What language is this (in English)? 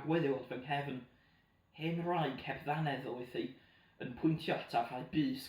Welsh